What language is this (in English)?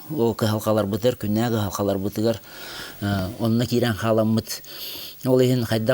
Yakut